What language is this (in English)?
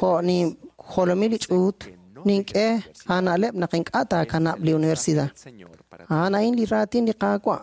Kekchí